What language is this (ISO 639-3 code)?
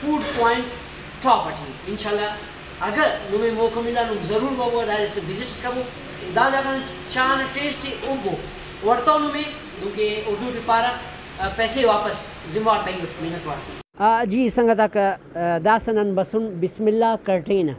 brh